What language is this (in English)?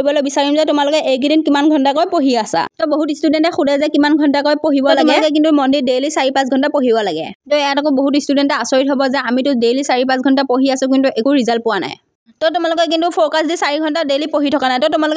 Assamese